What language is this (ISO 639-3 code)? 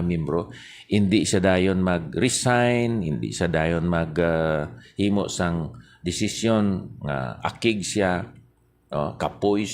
hil